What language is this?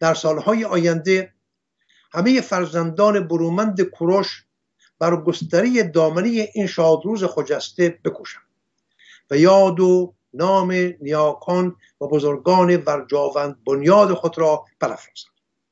Persian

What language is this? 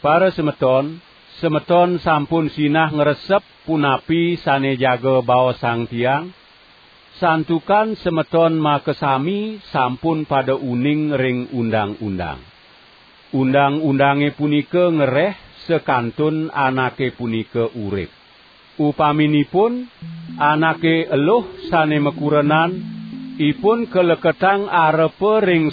Balinese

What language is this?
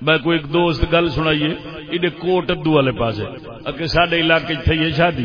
Saraiki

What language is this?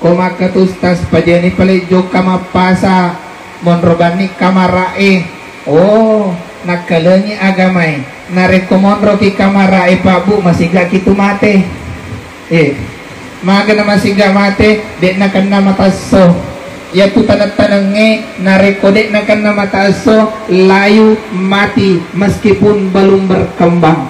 Buginese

